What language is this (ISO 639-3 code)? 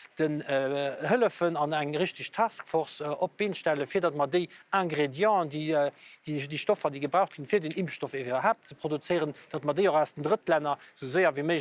ltz